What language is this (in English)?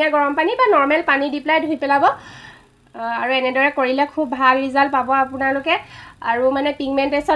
Assamese